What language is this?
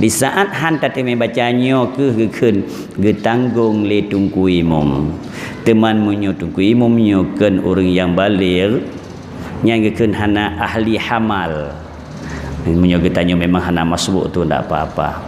Achinese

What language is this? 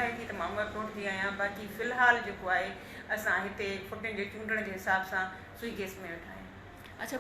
Sindhi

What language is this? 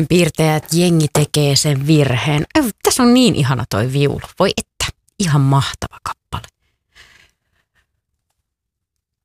Finnish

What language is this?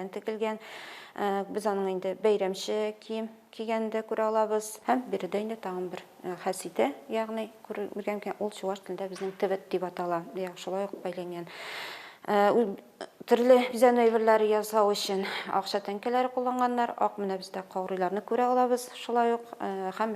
Tatar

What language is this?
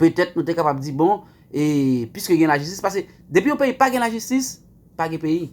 Haitian Creole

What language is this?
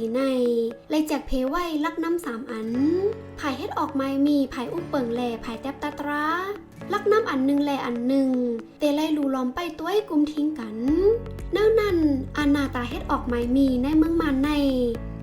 Shan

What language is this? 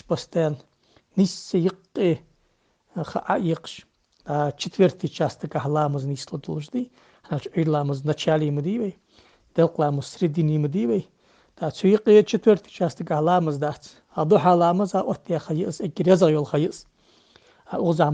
Ingush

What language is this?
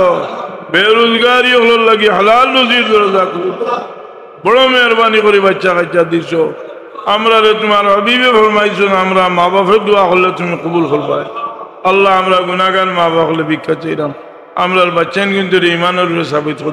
Sylheti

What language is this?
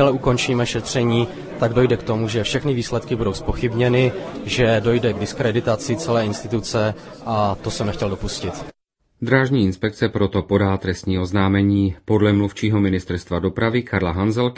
Czech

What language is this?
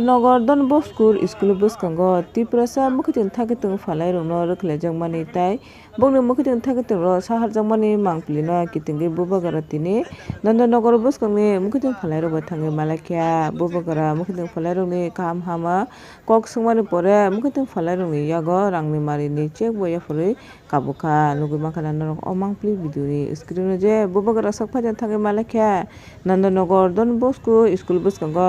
Kok Borok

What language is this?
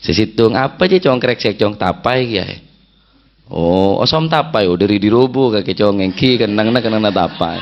Madurese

